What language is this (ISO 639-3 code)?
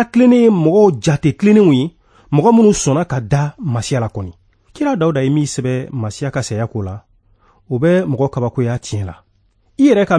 bam